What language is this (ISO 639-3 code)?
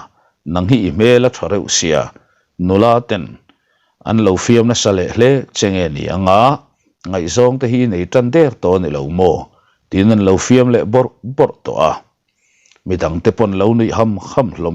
lus